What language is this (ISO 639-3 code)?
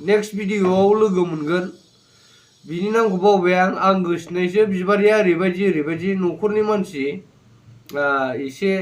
brx